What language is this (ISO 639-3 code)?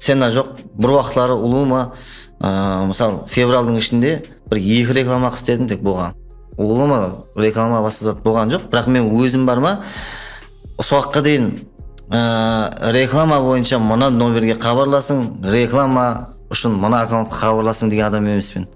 kaa